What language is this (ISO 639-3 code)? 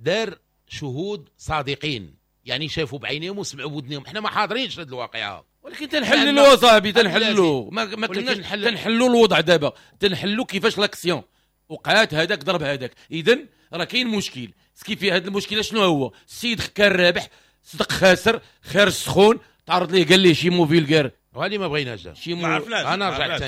ary